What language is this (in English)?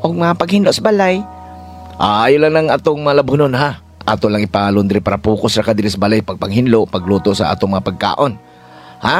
Cebuano